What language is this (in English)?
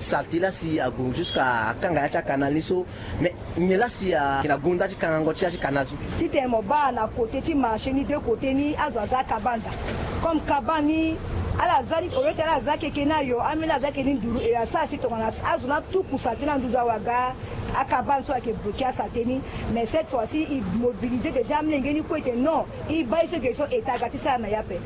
Sango